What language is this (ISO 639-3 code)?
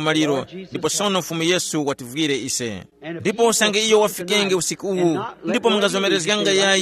tum